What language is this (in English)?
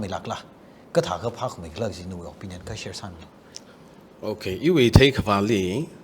Tangkhul Naga (India)